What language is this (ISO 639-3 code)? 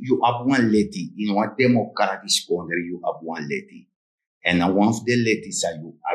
srn